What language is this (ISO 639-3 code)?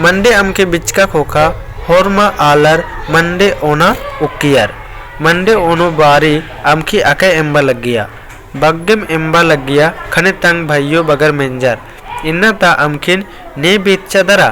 kru